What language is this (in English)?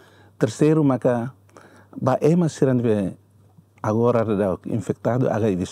Tetum